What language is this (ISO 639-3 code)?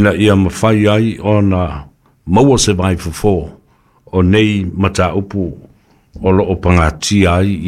smo